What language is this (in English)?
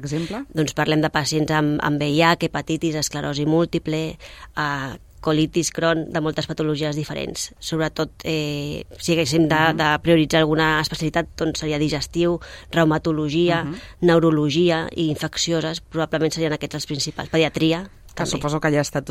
Catalan